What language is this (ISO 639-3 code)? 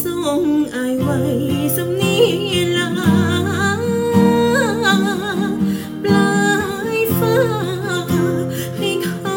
tha